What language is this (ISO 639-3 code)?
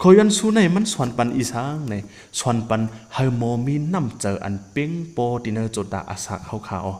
shn